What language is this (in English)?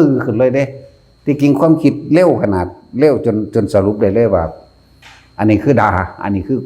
Northeastern Thai